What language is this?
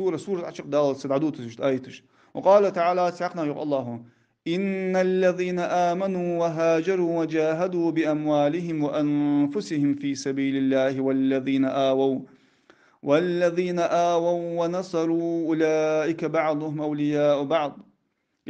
Ingush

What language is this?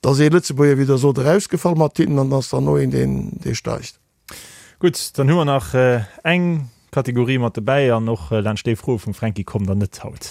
Luxembourgish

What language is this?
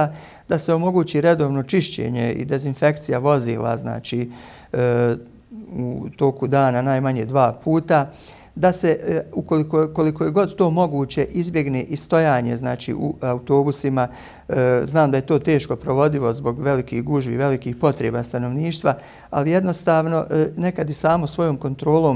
Bosnian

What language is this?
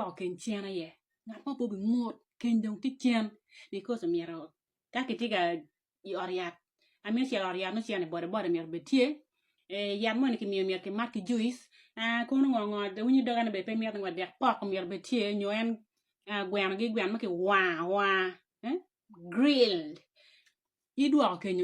Acoli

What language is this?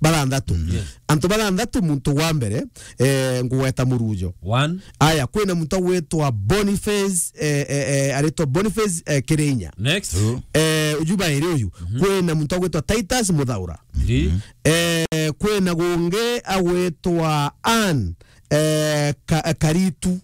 Meru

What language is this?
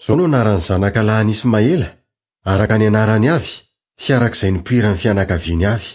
Malagasy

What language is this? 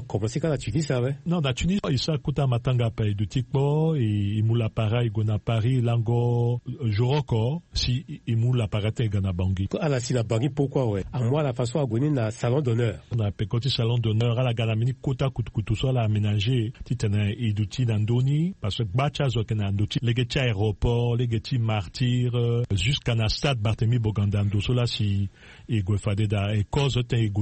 Sango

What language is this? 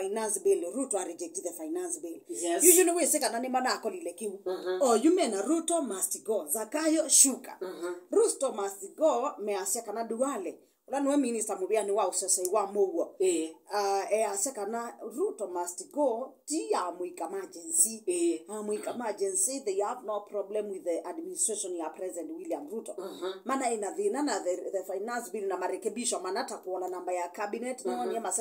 Kamba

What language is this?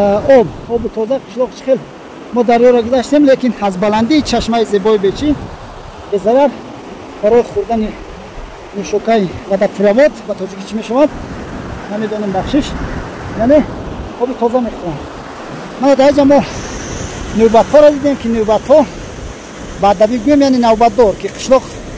Tajik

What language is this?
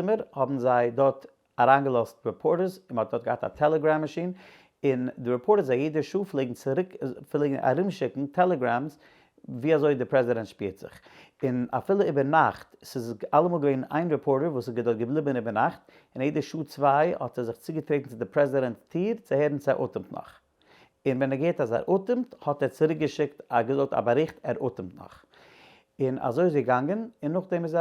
Yiddish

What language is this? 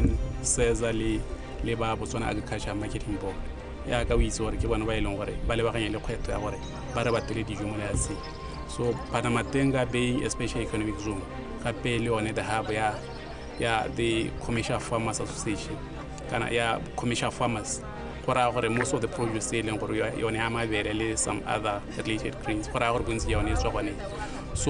Tswana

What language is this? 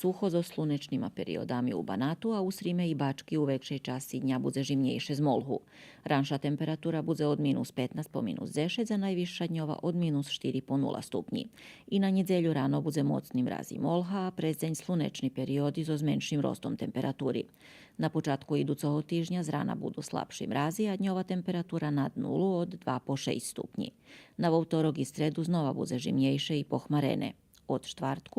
Rusyn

